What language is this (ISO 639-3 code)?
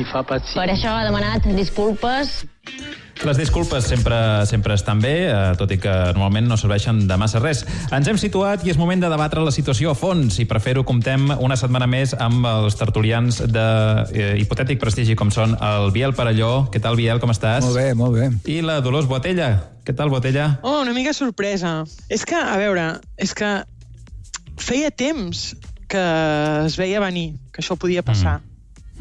cat